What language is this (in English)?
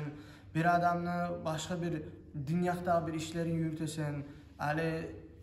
Kumyk